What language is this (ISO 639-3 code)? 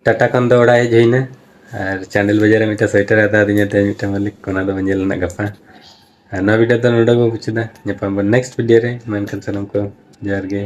sat